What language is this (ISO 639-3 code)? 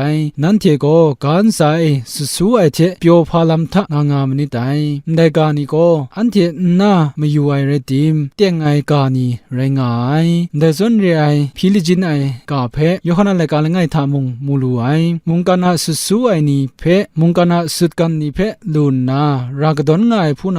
kac